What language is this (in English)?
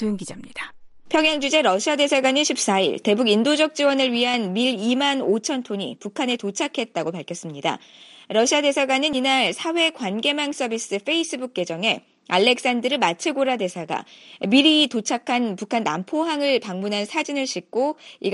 Korean